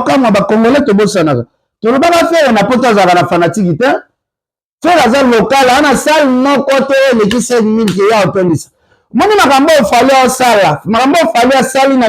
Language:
Lingala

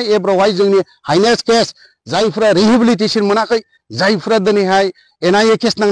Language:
Bodo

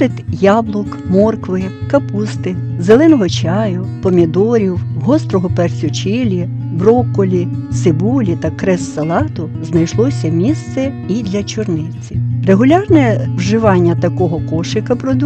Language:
Ukrainian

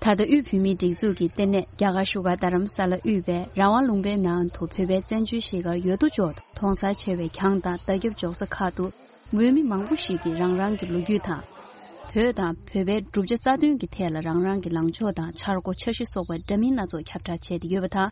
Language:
Tibetan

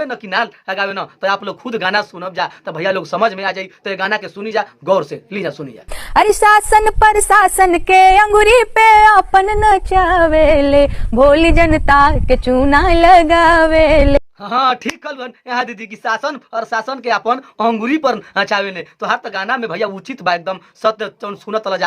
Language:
Bhojpuri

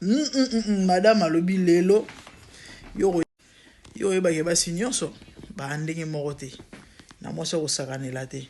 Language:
Lingala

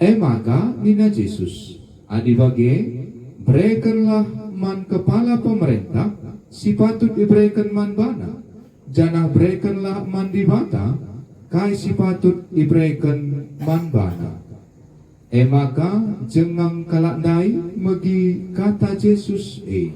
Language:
Batak Karo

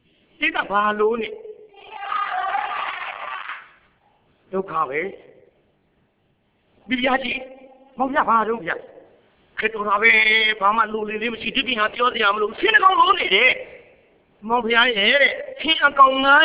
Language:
Burmese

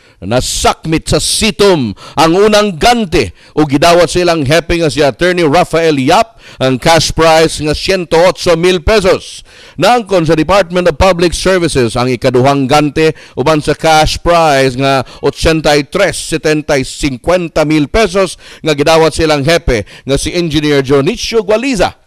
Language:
Cebuano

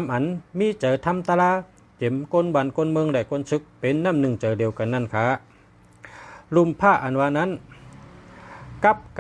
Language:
Shan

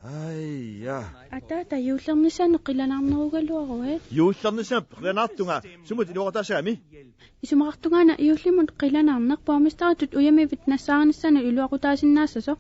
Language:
Kalaallisut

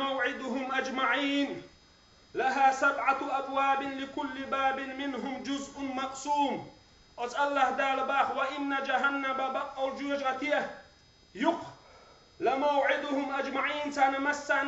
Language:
Chechen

